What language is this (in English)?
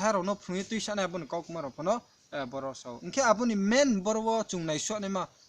Riang (India)